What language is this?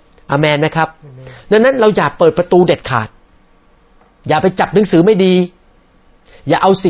Thai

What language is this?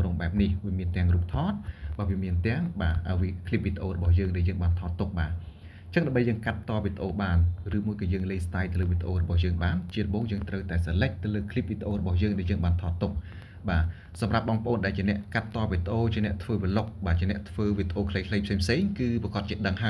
Khmer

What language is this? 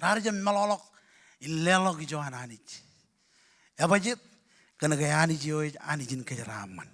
Marshallese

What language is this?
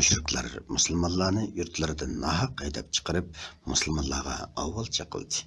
Uyghur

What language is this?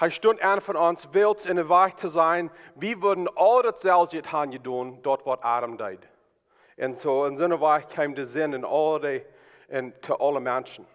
Plautdietsch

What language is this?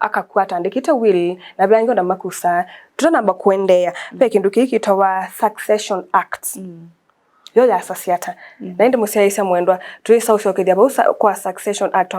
Kamba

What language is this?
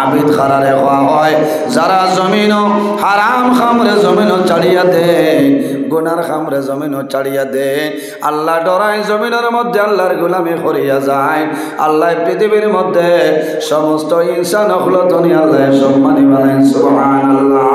Sylheti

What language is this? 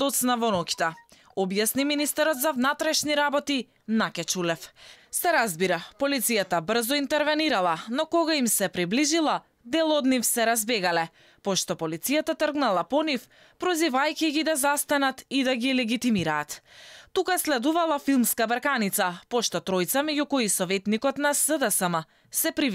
Macedonian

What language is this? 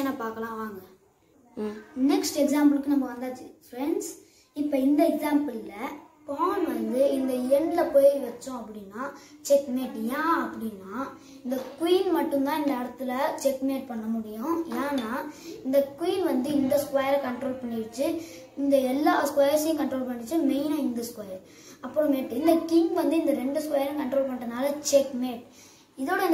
Tamil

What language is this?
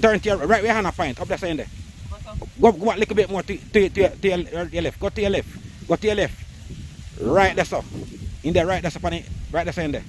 Jamaican Creole English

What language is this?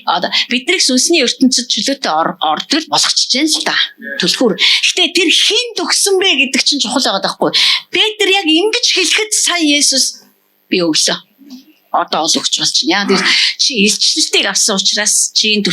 Mongolian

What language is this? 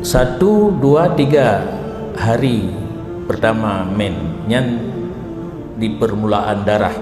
Achinese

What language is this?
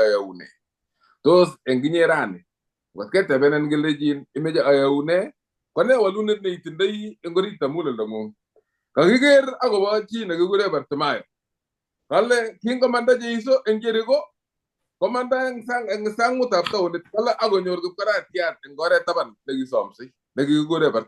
Kalenjin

